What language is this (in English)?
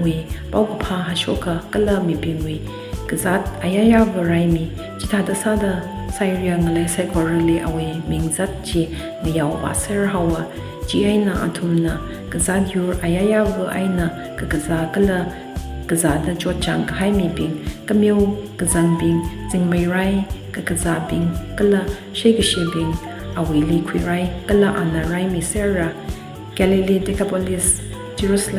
Tangkhul Naga (India)